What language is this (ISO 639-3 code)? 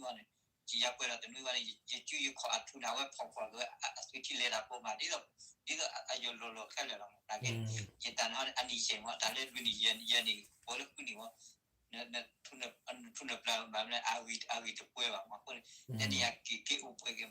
ksw